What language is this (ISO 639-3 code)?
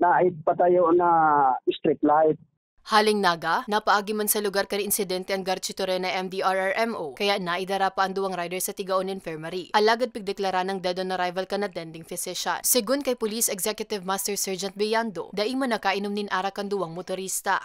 bik